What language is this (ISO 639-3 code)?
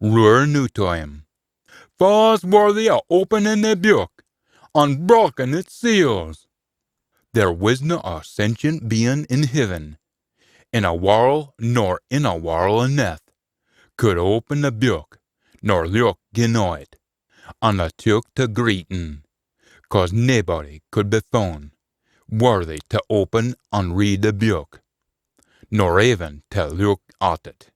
sco